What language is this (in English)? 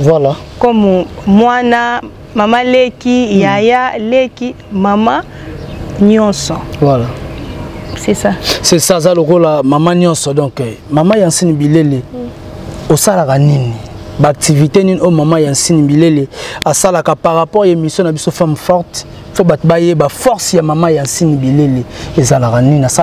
Lingala